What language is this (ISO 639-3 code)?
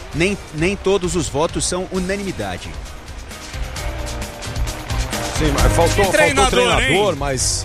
por